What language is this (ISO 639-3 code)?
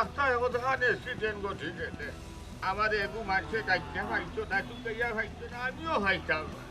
syl